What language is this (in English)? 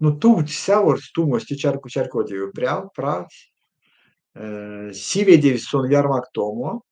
Erzya